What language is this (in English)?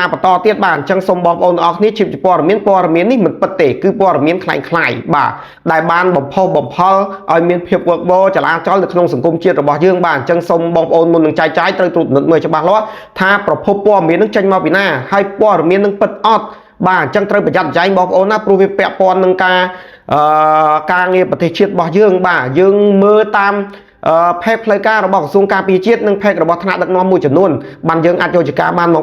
Khmer